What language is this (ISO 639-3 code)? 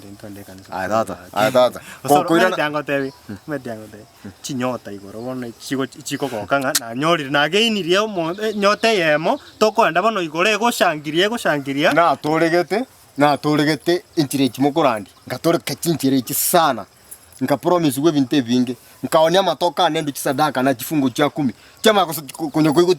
guz